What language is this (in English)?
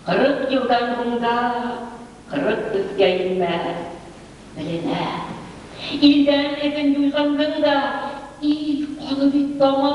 Bashkir